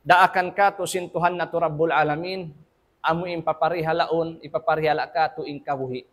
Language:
Tausug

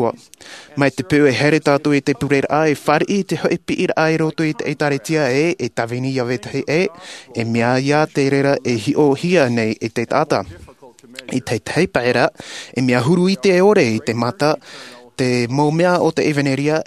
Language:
Tahitian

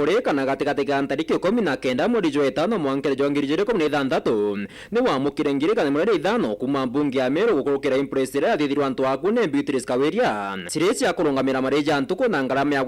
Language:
Meru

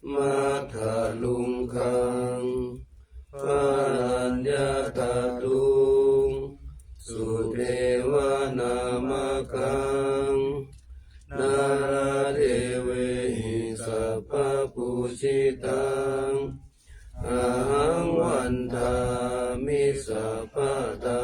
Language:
Pali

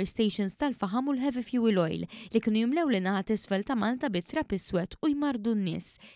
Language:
Maltese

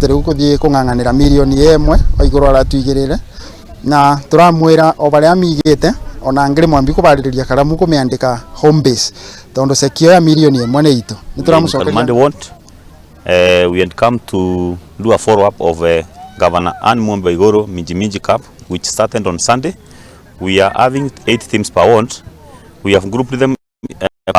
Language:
Kikuyu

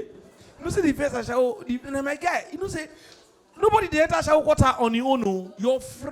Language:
Nigerian Pidgin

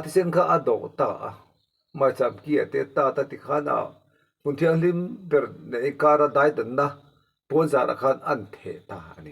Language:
Mizo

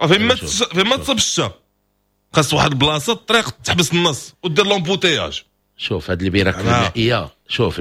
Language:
Moroccan Arabic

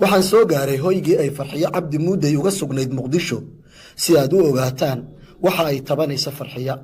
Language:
Somali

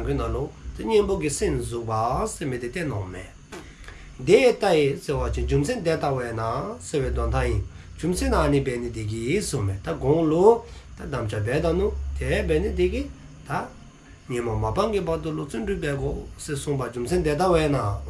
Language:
Dzongkha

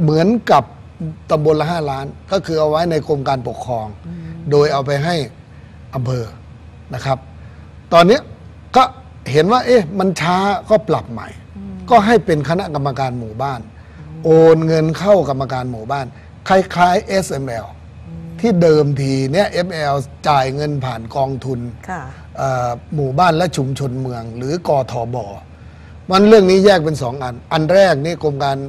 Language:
Thai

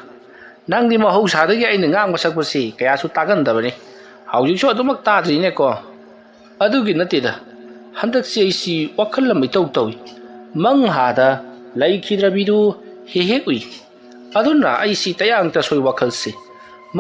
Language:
Manipuri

